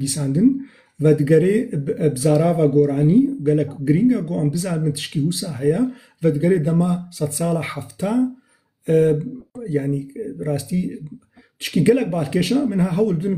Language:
Kurdish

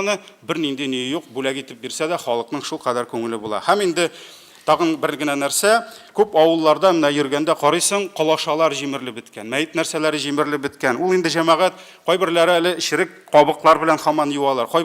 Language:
Tatar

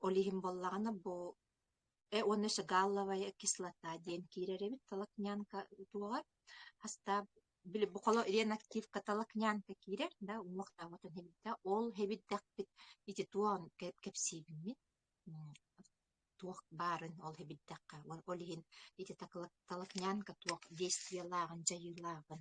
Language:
Yakut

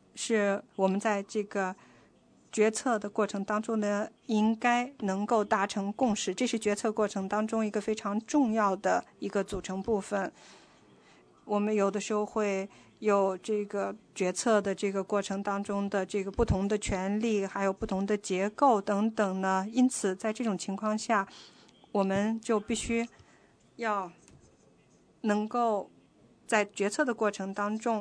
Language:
Chinese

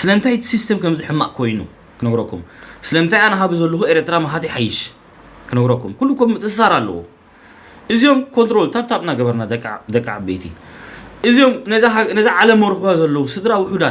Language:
Tigrinya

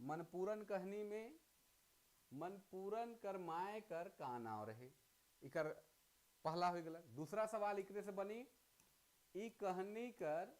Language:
Sadri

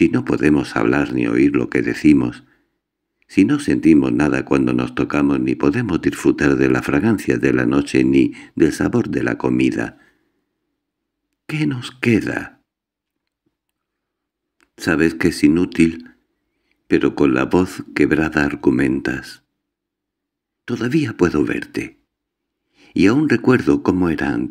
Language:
Spanish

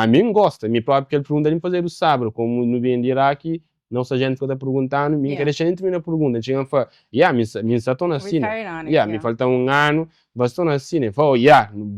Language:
Kabuverdianu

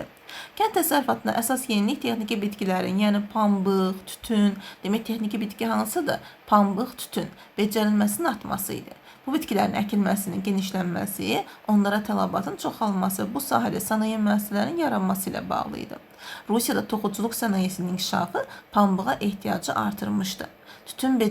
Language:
Azerbaijani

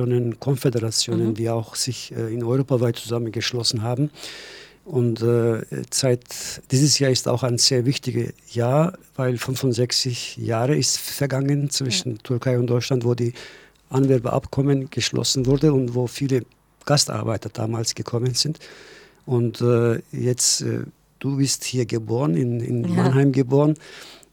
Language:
German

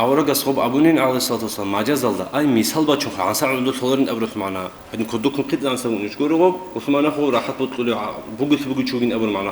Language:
Avaric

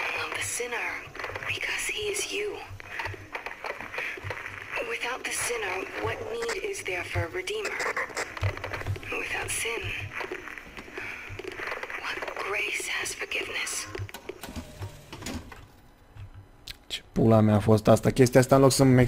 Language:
Romanian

